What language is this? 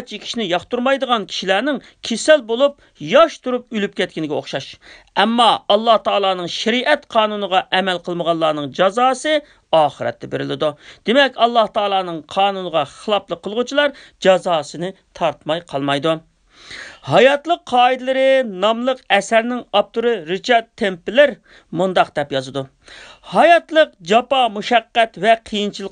Uyghur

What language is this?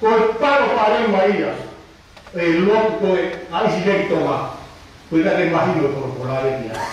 Tongan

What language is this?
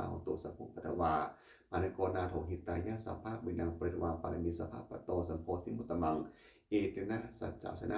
Pali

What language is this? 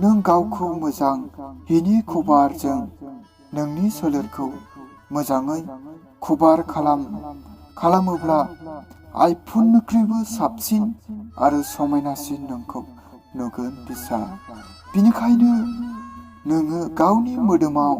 Bodo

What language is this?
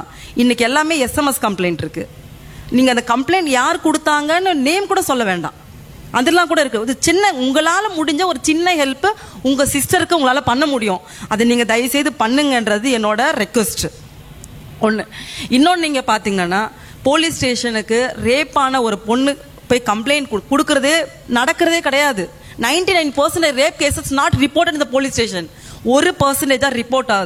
Tamil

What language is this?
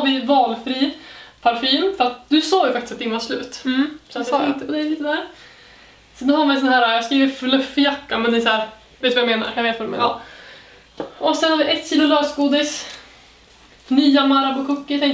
Swedish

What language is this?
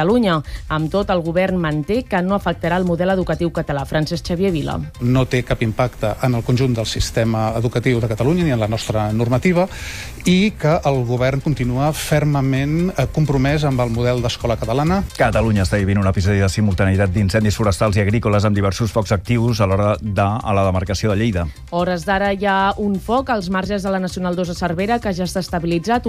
Catalan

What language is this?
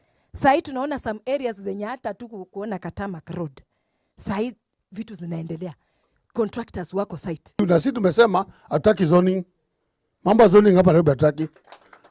Gusii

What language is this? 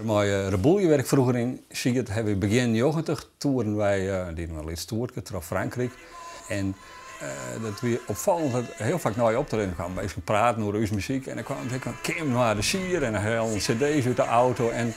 Western Frisian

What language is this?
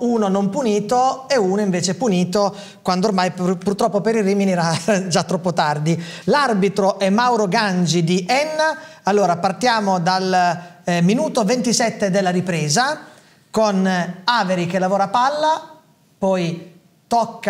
Italian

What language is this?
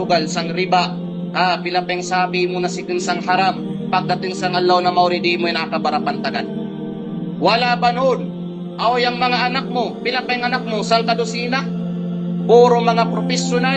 Kalagan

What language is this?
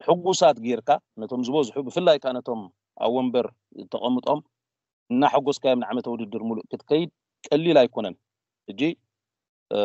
Tigrinya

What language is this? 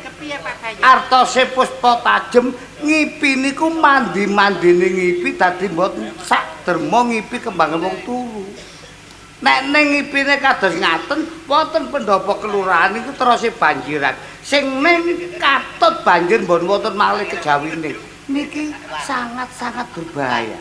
Javanese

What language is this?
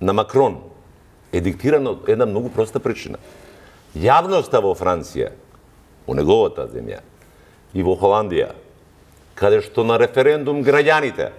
Macedonian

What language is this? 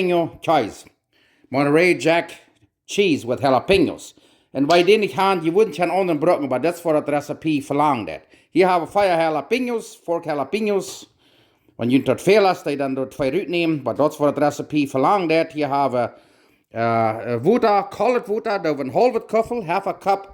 Plautdietsch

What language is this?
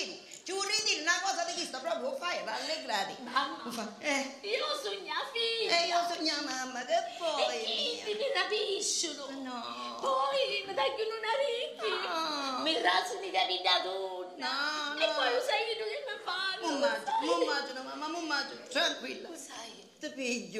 Sicilian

